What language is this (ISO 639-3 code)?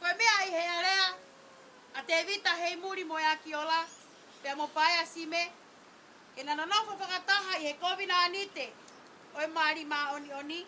ton